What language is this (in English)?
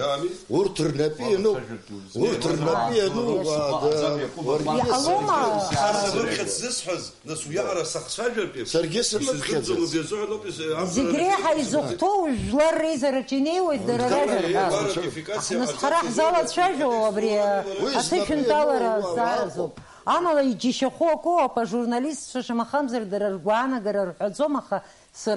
Abkhazian